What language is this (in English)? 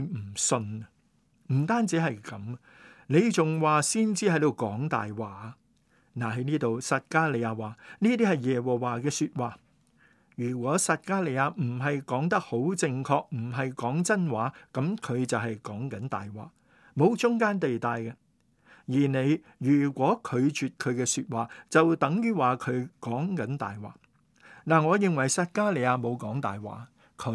Cantonese